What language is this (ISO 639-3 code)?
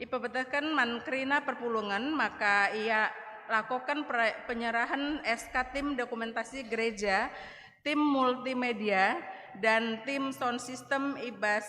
btx